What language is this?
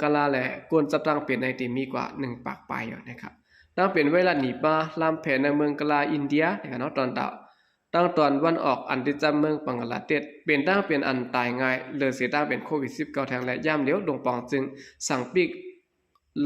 Shan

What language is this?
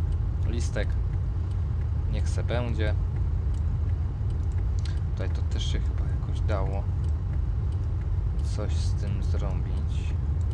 Polish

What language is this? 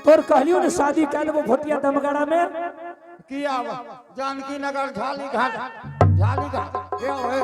Angika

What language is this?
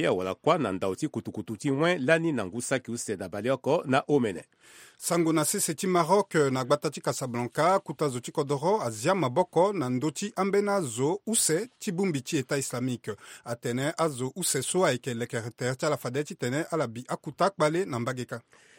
Sango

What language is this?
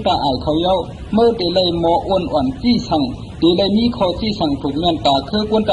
Shan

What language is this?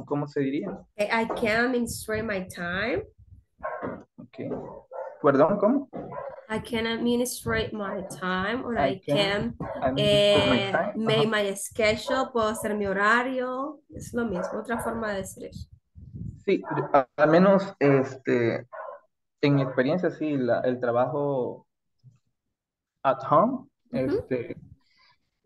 Spanish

